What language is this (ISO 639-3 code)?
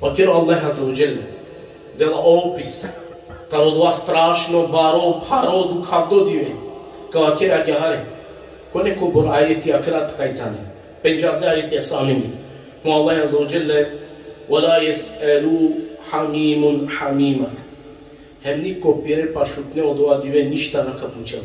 rmn